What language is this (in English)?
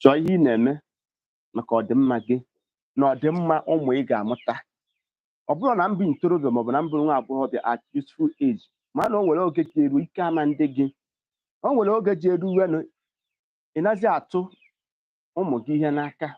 Igbo